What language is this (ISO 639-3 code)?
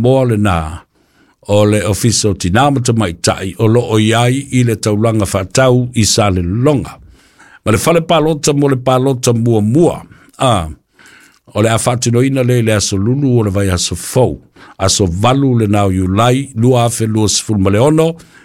smo